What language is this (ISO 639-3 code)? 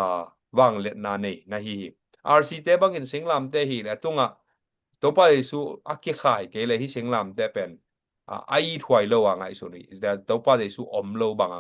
ctd